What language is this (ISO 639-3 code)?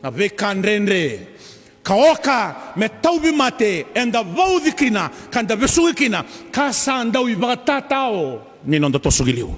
fij